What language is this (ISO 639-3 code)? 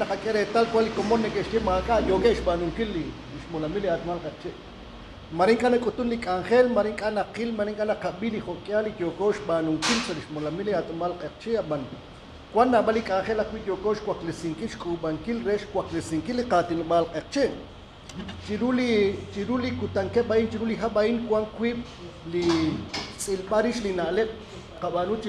kek